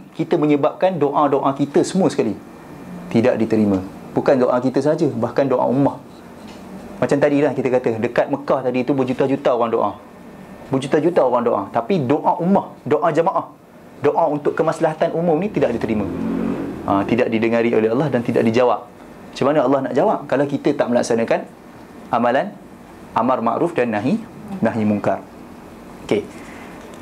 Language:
Malay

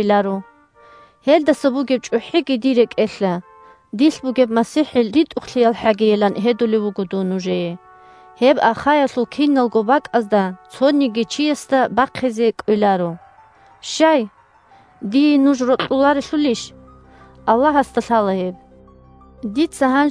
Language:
Avaric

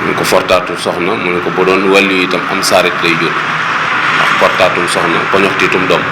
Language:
Wolof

